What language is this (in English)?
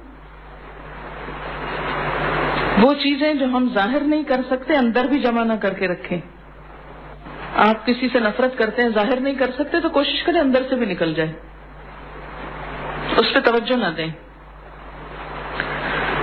Urdu